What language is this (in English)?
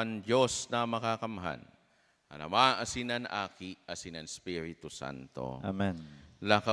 Bikol